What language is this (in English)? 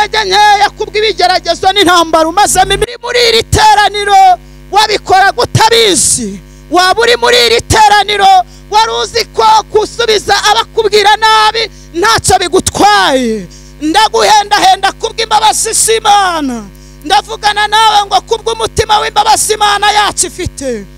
Kinyarwanda